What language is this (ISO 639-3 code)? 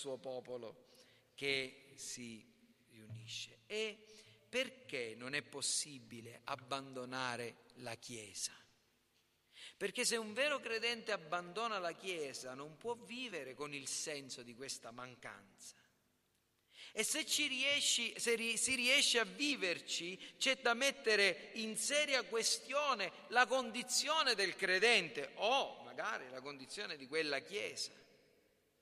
ita